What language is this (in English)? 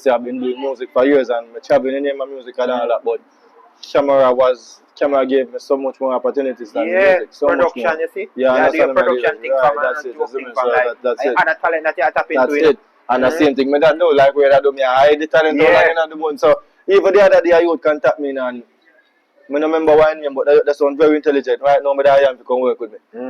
Jamaican Creole English